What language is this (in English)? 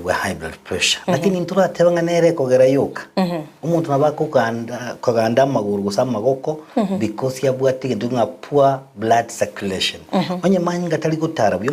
Gusii